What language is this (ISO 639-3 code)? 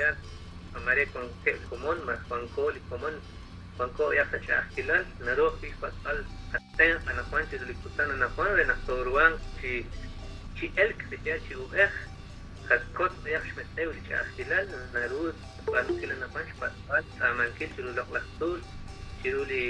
kek